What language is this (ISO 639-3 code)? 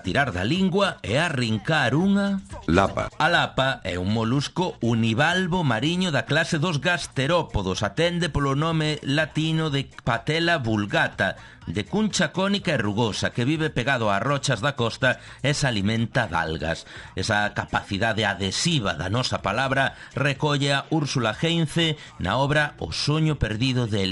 glg